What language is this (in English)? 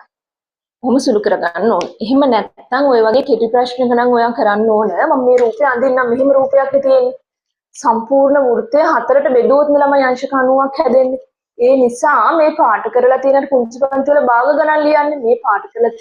Sinhala